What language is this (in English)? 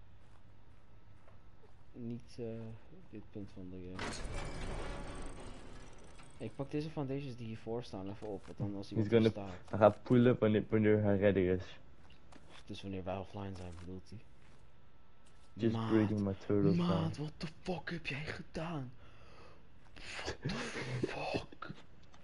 Dutch